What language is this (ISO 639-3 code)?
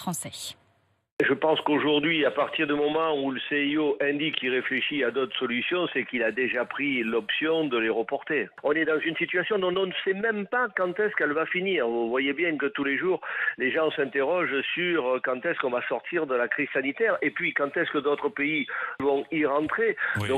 fra